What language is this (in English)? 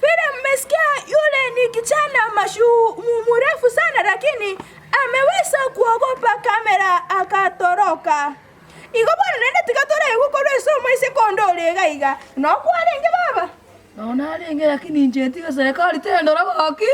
Gusii